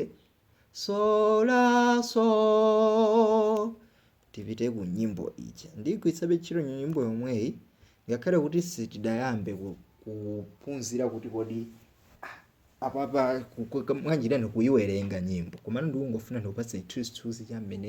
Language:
Nyanja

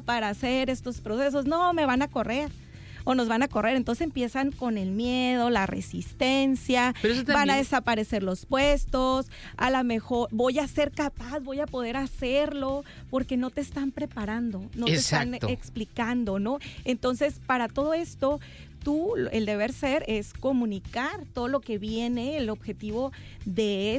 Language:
Spanish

